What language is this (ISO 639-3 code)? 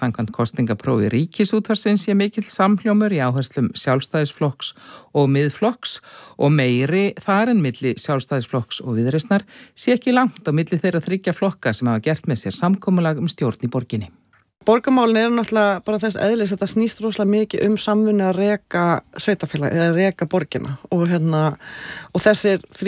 isl